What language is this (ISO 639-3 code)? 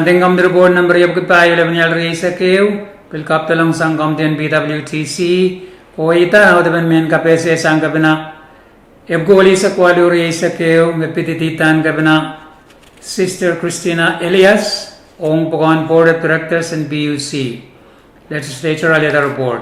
pon